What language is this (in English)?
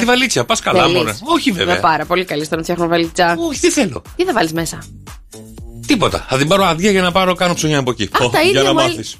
Greek